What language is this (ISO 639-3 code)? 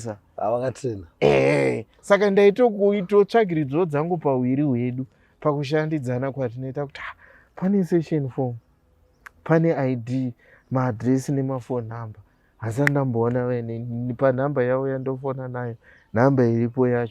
sna